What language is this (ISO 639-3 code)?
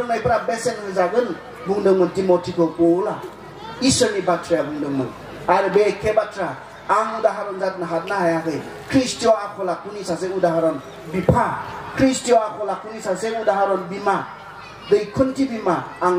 brx